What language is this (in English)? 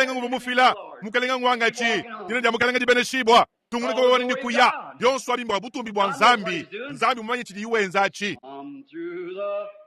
Luba-Lulua